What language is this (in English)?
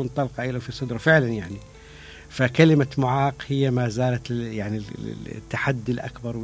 Mesopotamian Arabic